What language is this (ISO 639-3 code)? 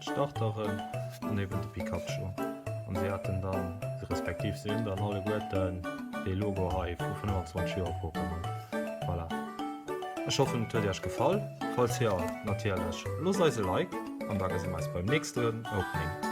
ltz